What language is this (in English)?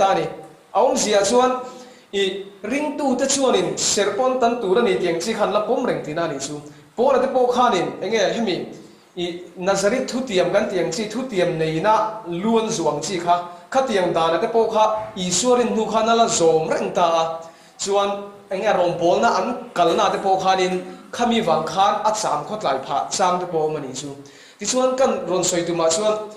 Mizo